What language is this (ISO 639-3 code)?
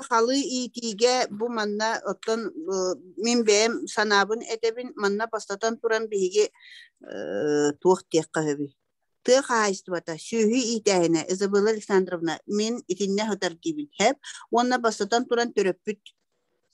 sah